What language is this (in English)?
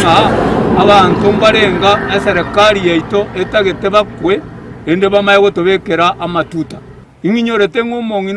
Gusii